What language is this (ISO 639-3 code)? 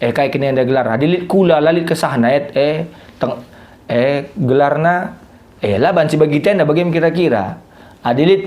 btx